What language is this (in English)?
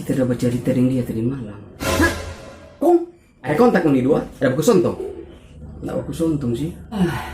Manado Malay